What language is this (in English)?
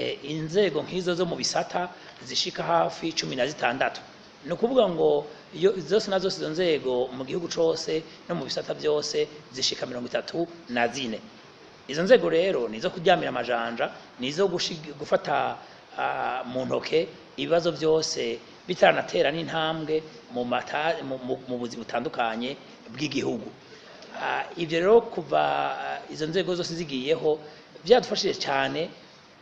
Rundi